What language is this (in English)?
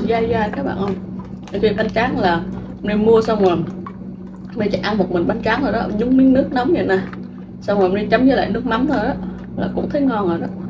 Vietnamese